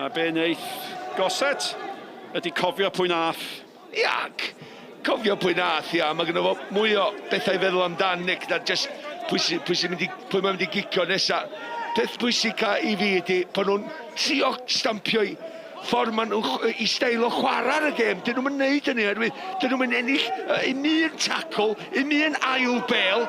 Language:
Welsh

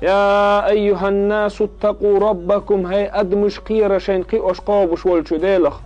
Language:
Chechen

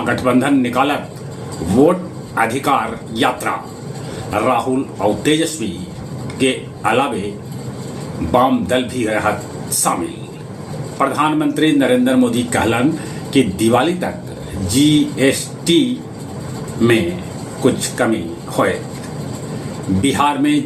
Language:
Magahi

